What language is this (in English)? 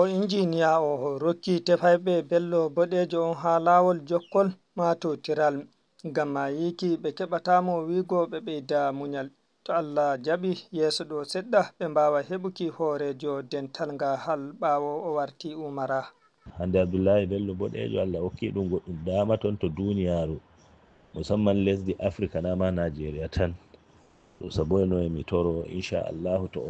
Fula